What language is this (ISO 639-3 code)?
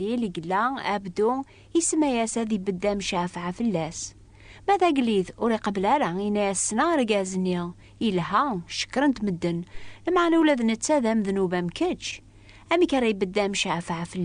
kab